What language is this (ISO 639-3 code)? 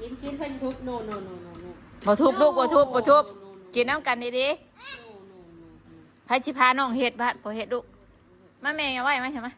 tts